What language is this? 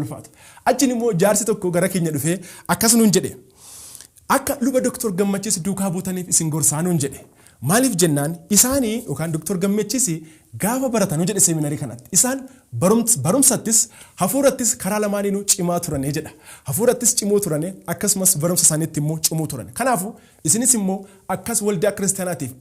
Oromo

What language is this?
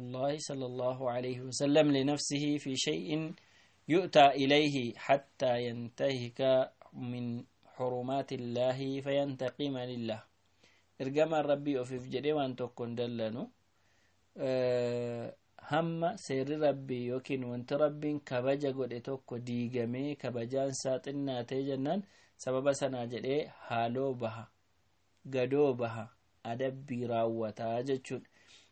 Oromo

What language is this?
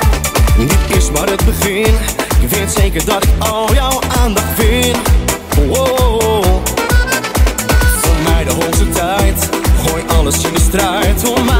Dutch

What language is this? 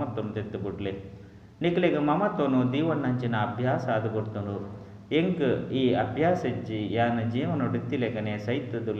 Tulu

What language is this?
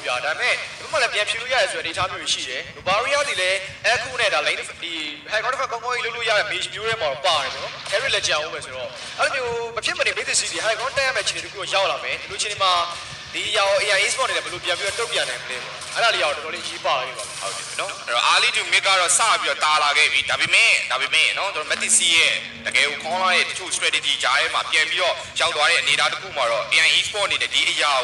Burmese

